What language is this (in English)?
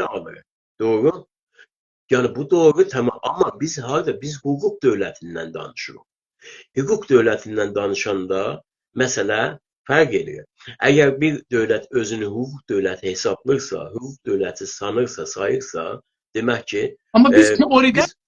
South Azerbaijani